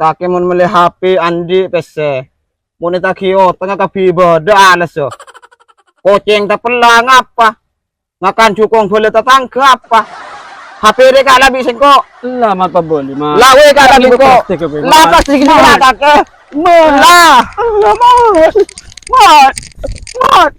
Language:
Madurese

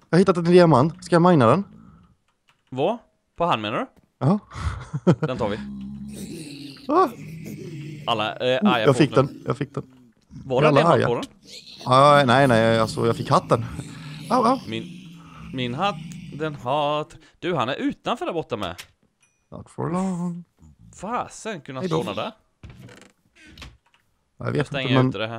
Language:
Swedish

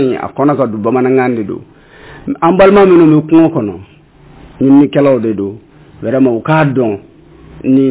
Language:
Bambara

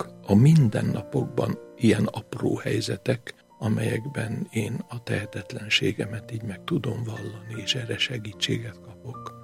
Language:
Hungarian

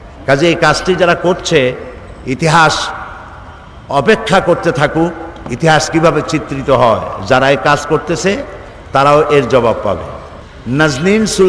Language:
Bangla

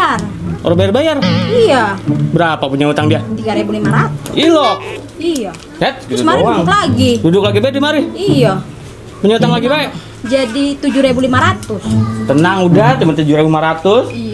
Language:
Betawi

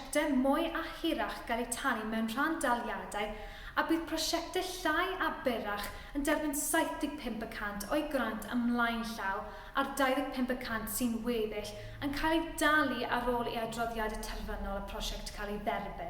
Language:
Welsh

